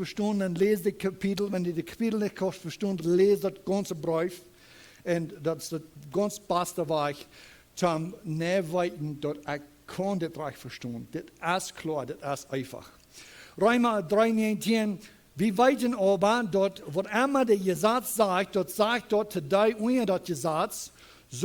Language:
Plautdietsch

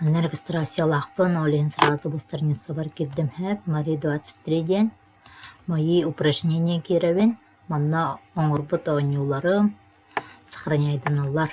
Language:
Yakut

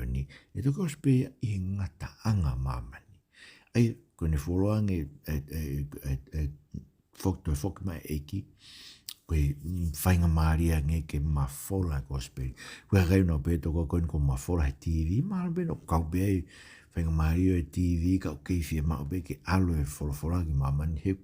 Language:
Tongan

